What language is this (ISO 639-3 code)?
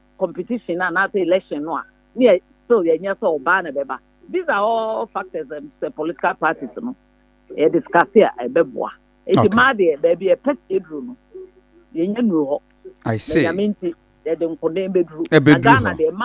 aka